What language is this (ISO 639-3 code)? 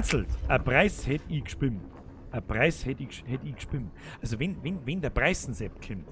bar